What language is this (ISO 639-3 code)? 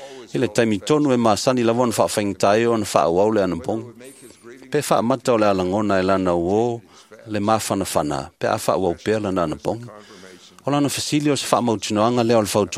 smo